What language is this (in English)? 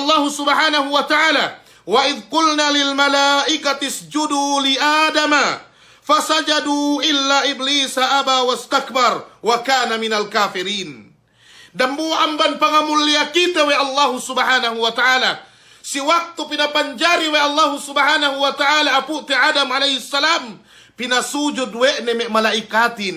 Yakan